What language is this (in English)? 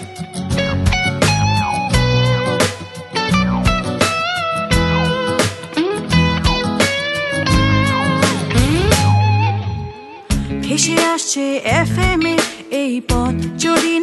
Bangla